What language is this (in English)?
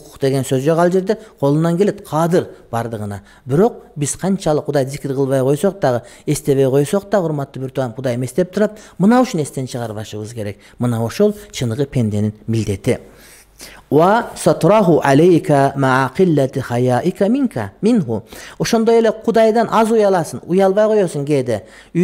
Kyrgyz